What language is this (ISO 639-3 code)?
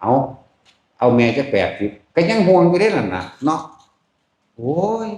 tts